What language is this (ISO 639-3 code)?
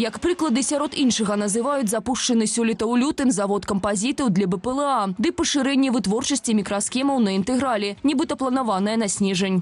bel